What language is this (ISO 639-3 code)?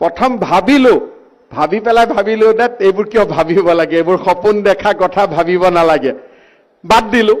asm